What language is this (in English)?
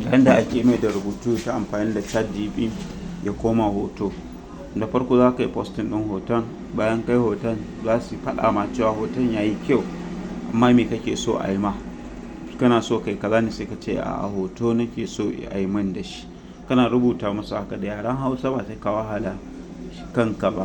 Hausa